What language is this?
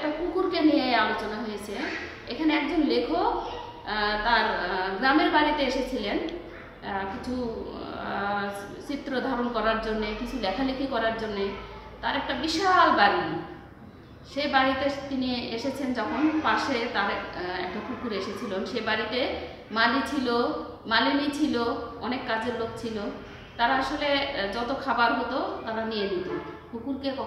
Bangla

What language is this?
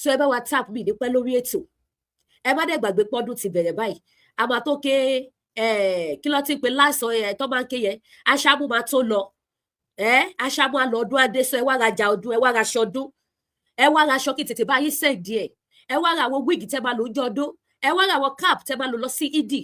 Yoruba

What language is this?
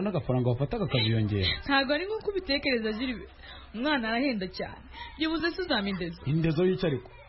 Kinyarwanda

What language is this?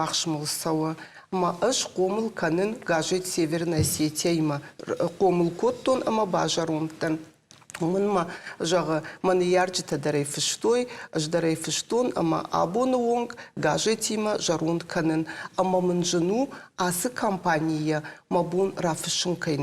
Ossetic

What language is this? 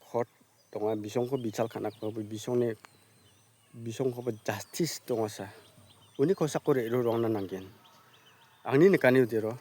Garo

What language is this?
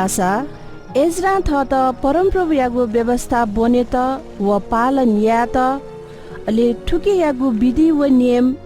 Newari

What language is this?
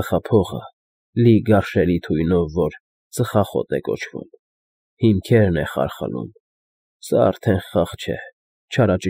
Armenian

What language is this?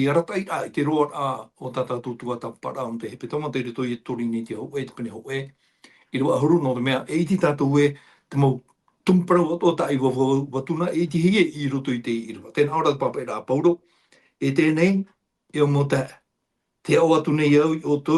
Tahitian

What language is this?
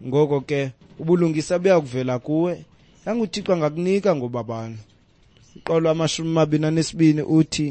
Xhosa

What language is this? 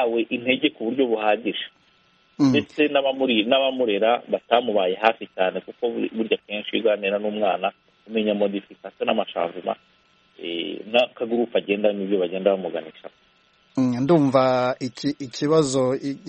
Kinyarwanda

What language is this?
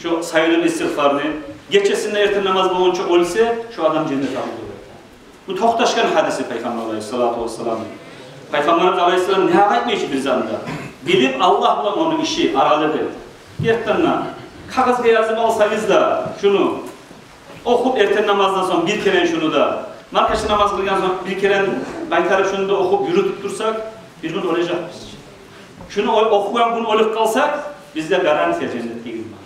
Kumyk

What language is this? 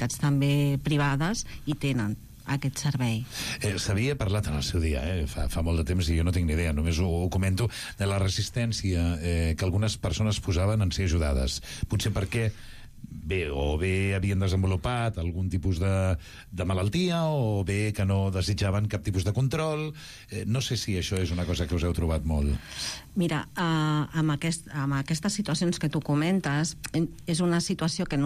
Catalan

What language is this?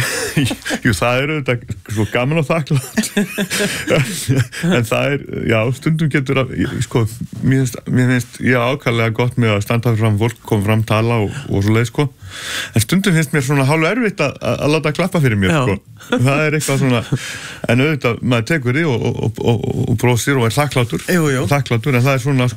Icelandic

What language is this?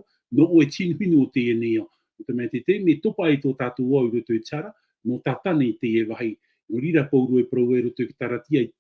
Tahitian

